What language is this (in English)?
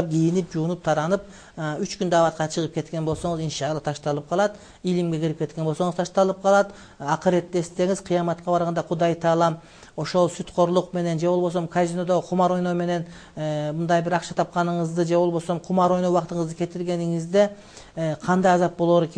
Kyrgyz